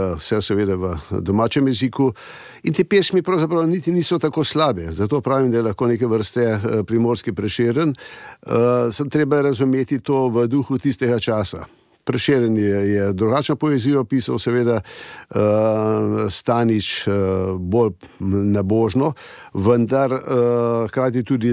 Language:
Slovenian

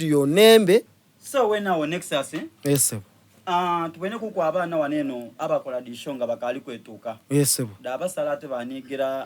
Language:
Soga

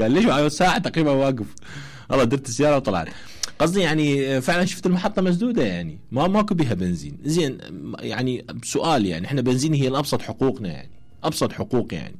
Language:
Mesopotamian Arabic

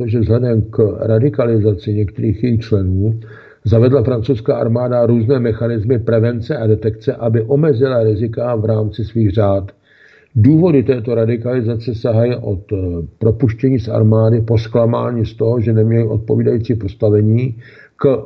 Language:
Czech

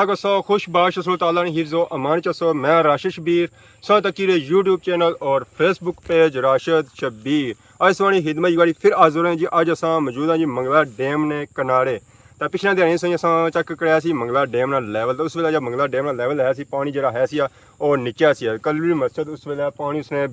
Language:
Pahari-Potwari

